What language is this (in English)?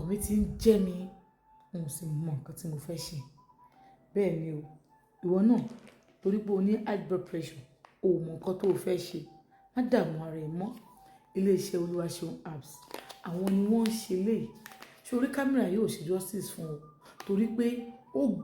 Yoruba